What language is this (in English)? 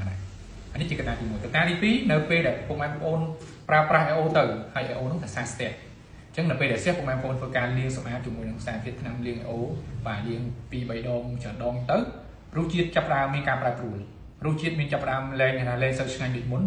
Khmer